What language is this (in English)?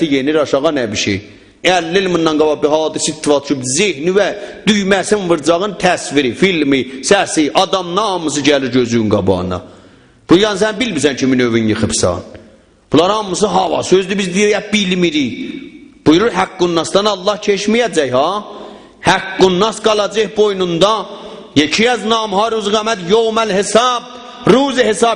South Azerbaijani